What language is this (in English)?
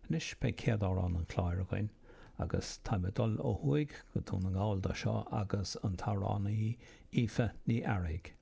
Irish